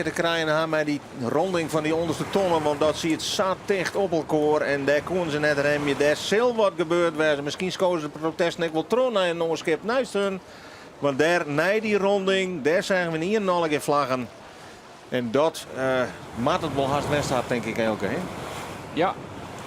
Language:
Western Frisian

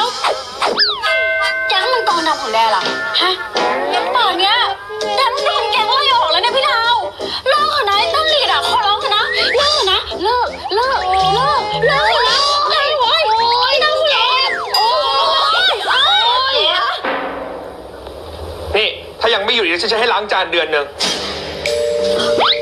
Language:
Thai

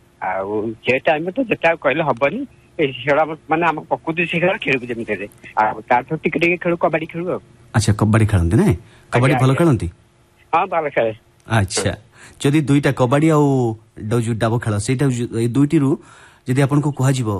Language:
Odia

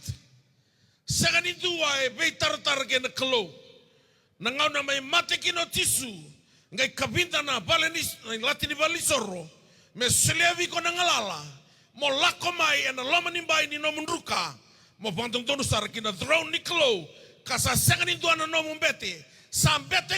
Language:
Fijian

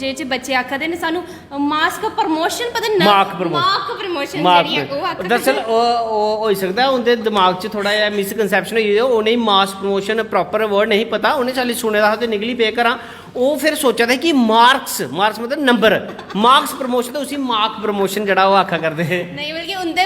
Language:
Dogri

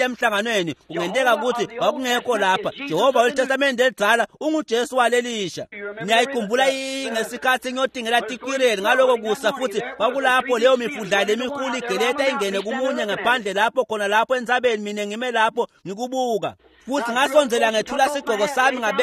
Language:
Swati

